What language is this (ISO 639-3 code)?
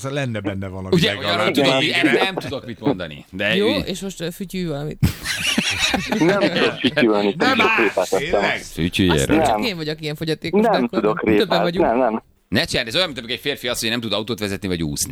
hun